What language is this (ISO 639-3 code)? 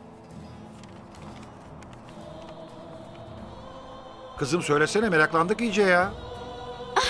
tur